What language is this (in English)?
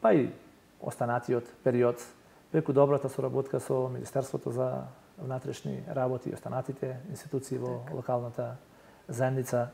Macedonian